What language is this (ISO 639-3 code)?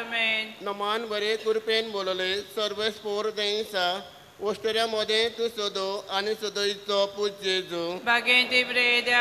kok